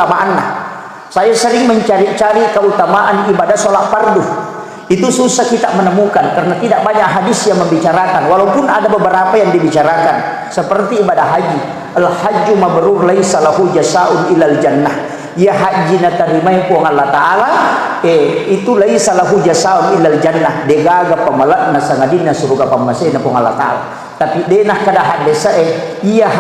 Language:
Buginese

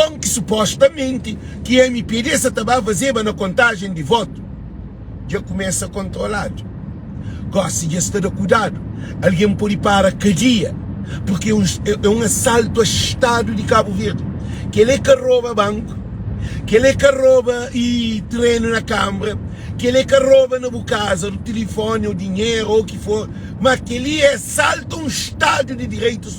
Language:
Kabuverdianu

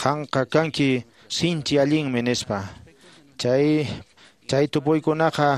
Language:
Quechua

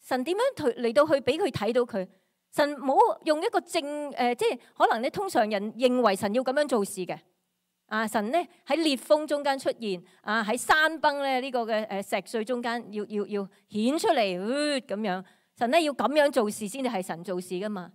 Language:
Cantonese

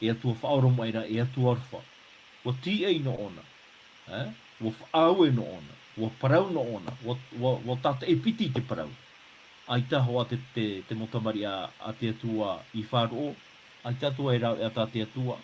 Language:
Tahitian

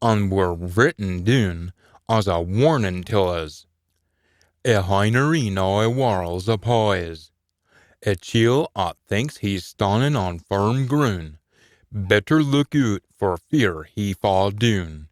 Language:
Scots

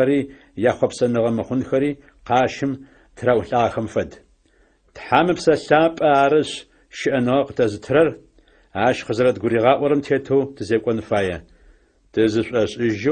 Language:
Adyghe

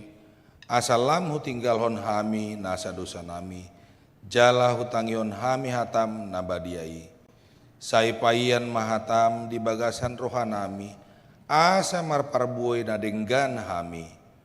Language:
Batak Toba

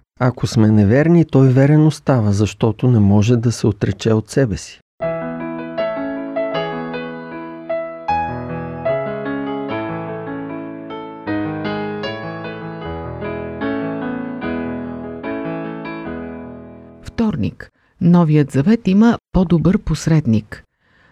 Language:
Bulgarian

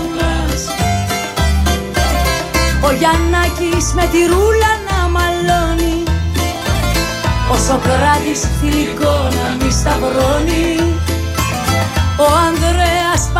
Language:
Greek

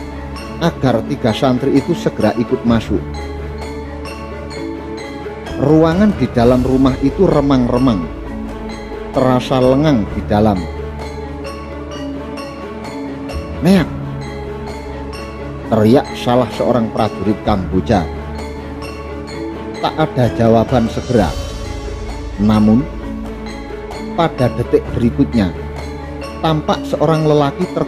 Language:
Indonesian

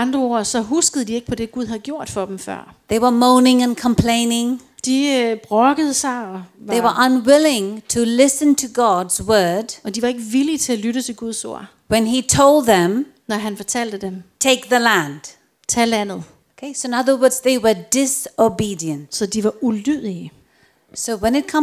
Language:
Danish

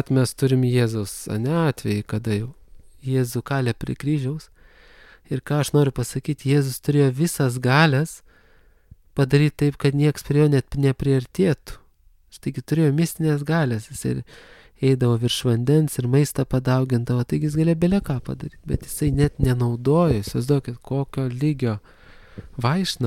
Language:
Lithuanian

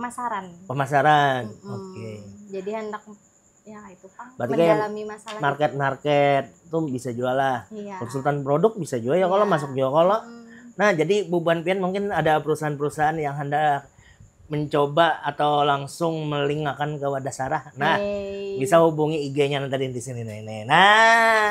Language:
Banjar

